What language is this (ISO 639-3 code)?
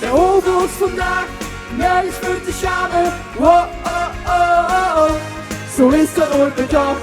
lim